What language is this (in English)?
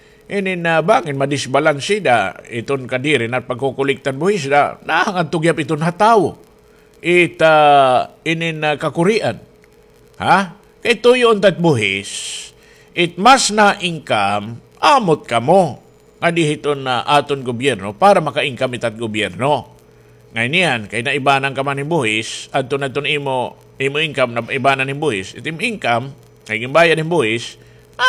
Waray